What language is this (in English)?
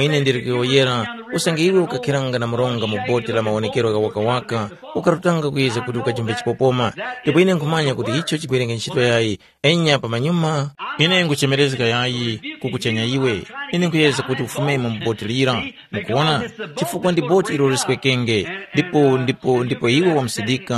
Tumbuka